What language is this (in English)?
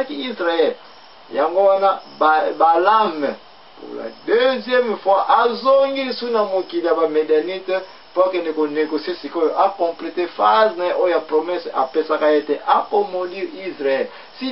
Lingala